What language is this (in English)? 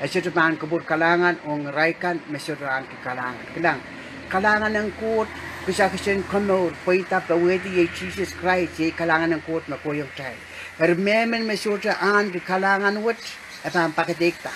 Pohnpeian